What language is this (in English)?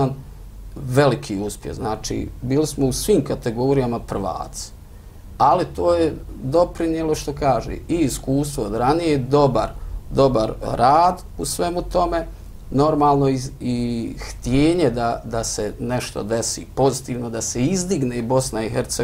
Bosnian